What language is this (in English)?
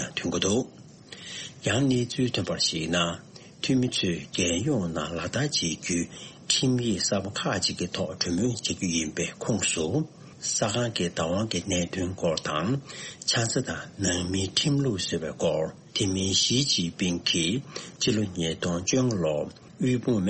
Tibetan